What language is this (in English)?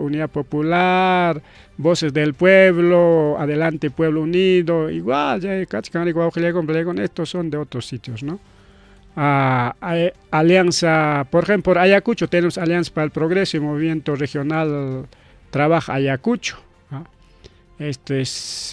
Ayacucho Quechua